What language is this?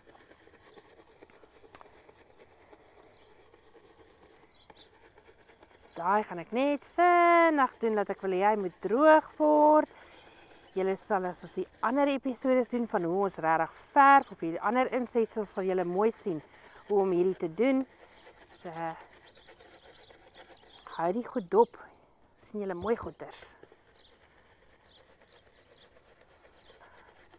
Afrikaans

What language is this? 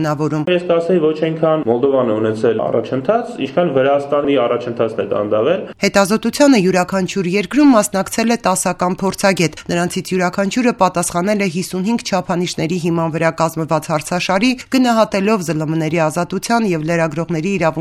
Armenian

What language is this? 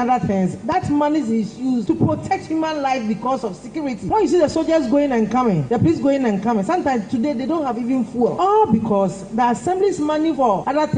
Akan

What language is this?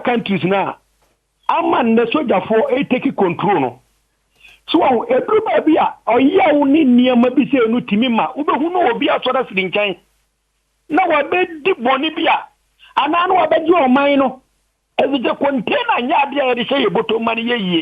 Akan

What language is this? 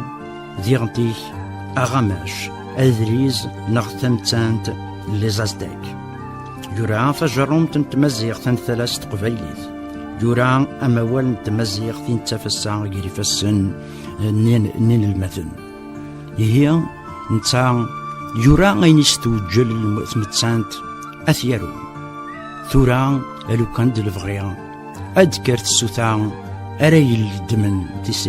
Kabyle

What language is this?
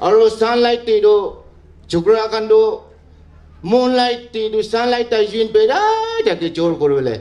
Naga Pidgin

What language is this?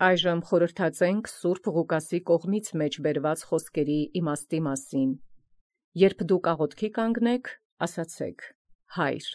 Armenian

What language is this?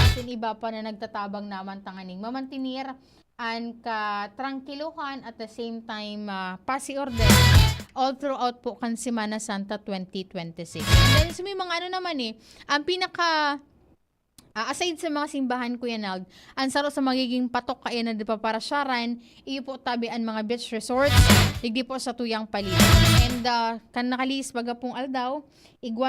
Bikol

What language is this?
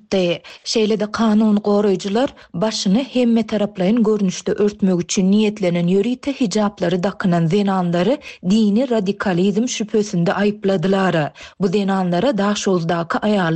Turkmen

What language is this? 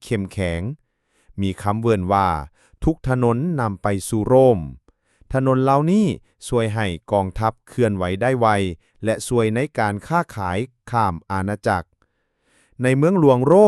Lao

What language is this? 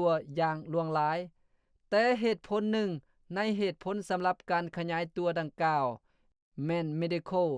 Lao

